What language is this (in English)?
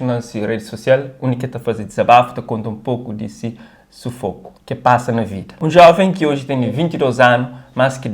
Kabuverdianu